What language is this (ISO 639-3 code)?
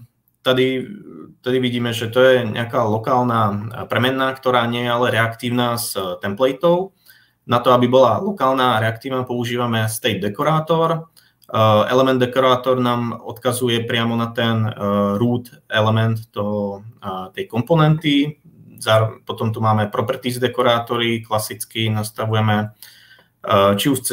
slk